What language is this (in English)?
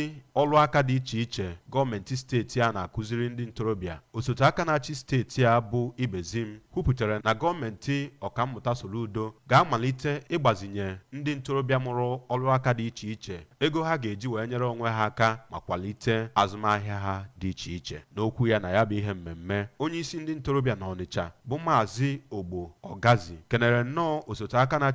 Igbo